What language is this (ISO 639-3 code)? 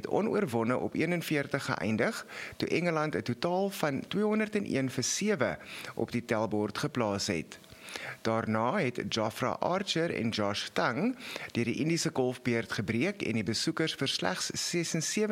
afr